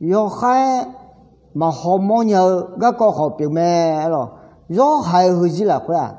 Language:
Akha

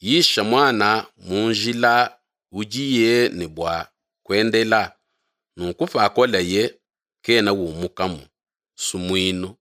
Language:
Luba-Lulua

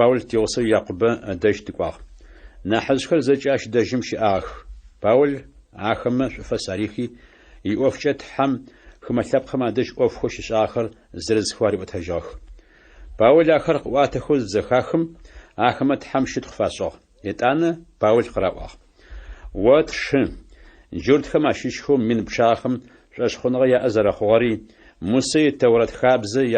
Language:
Adyghe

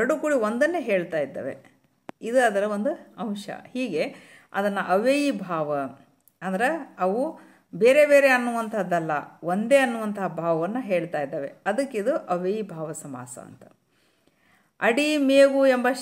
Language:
Kannada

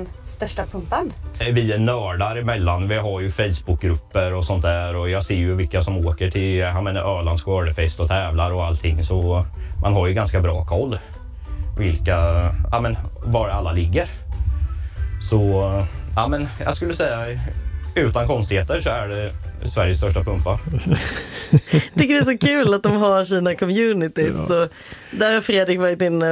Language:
Swedish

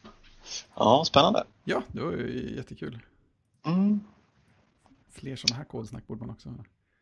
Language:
Swedish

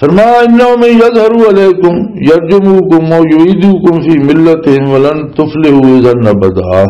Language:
Western Panjabi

